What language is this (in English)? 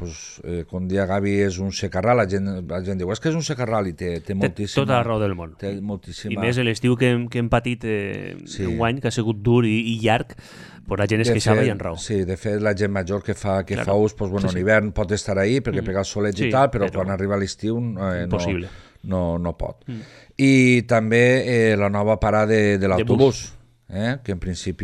Catalan